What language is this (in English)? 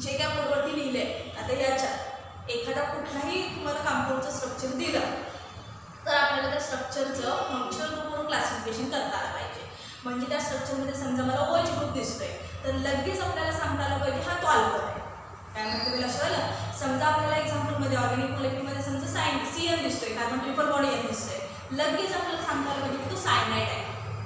Marathi